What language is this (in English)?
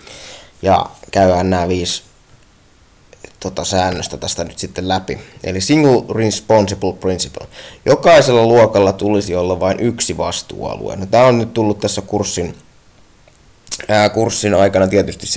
Finnish